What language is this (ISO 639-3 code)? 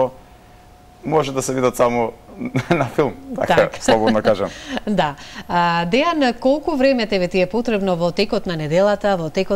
mkd